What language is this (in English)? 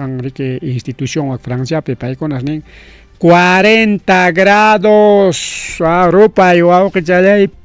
Ayacucho Quechua